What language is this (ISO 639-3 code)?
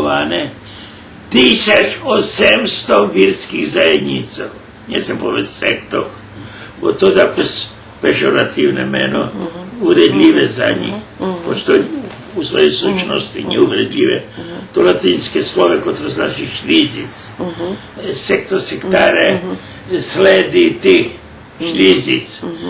rue